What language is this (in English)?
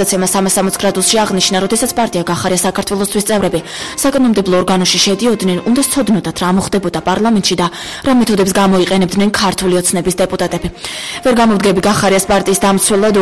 Georgian